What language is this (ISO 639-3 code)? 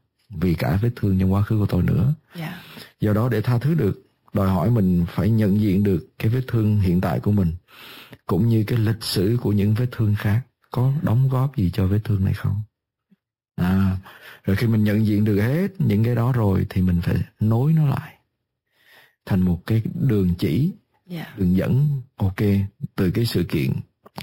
vie